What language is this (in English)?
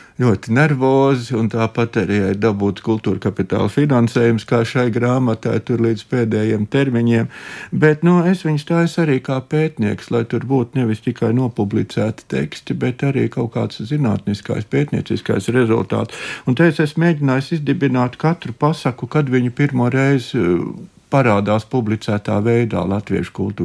Latvian